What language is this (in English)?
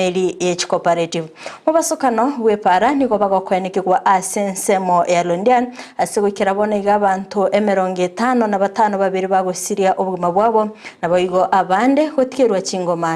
Gusii